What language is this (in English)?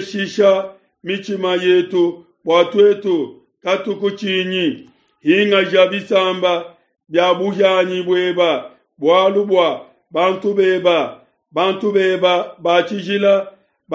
Luba-Lulua